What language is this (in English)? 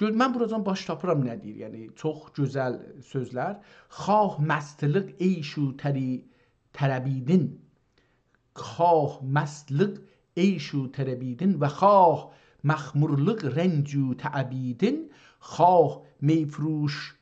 South Azerbaijani